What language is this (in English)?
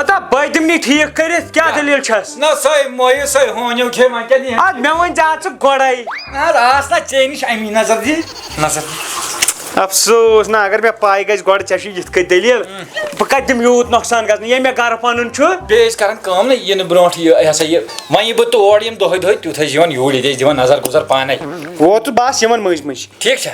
Kashmiri